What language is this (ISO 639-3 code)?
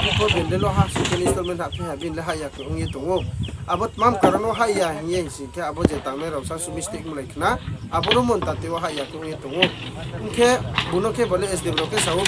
ria